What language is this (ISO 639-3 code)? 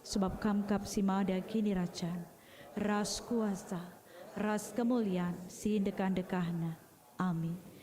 btx